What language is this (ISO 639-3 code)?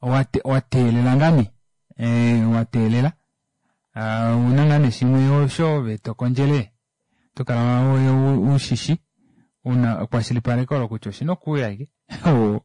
kua